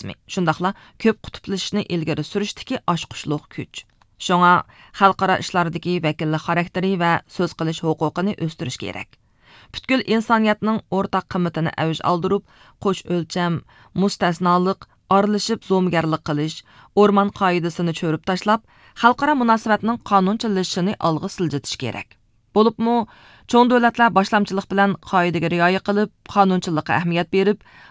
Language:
Uyghur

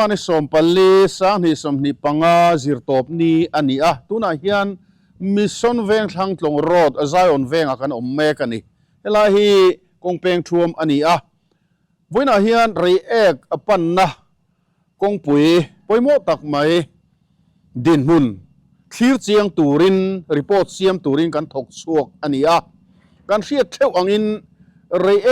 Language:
Mizo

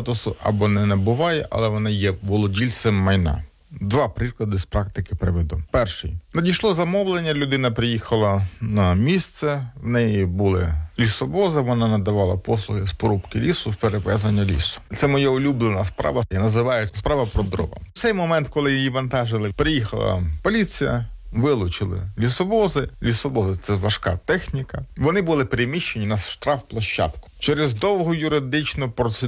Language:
Ukrainian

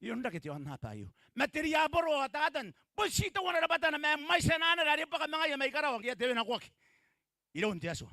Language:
Gilbertese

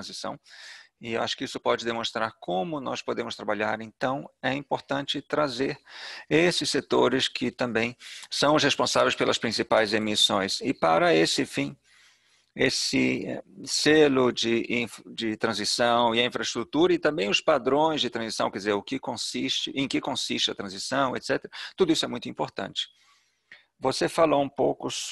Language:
Portuguese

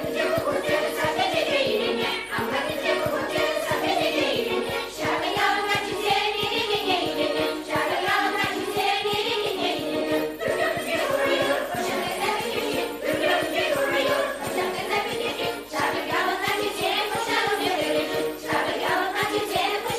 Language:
Chuvash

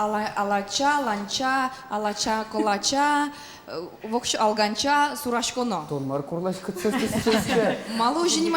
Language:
Udmurt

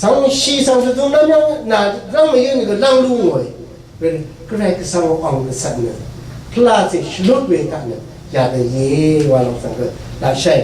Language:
Rawang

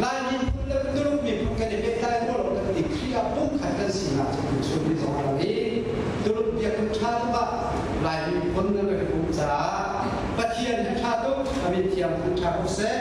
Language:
Hakha Chin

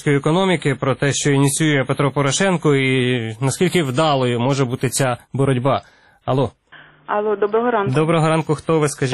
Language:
Ukrainian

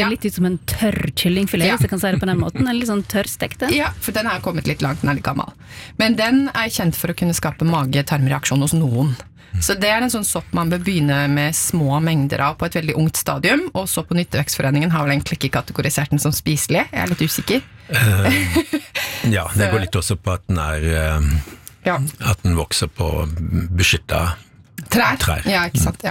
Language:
Norwegian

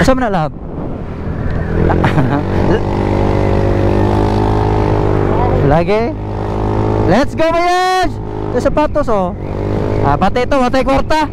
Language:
Cebuano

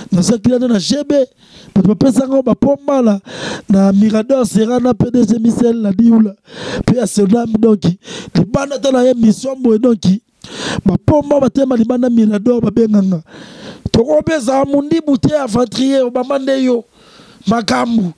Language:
Lingala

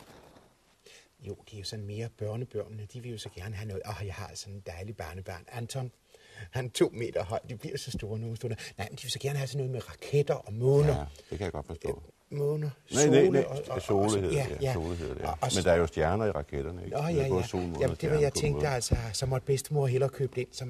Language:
Danish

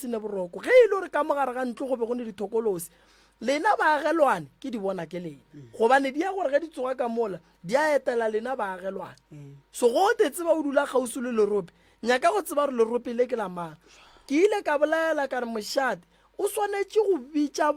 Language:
Northern Sotho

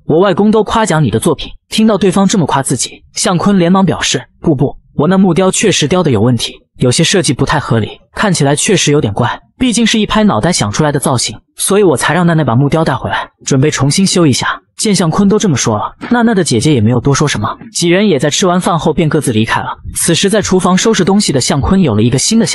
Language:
Chinese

